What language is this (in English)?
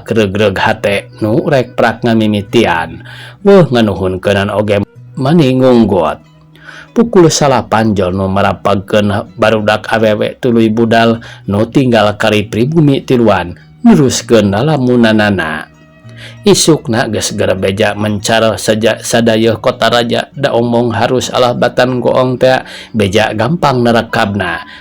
Sundanese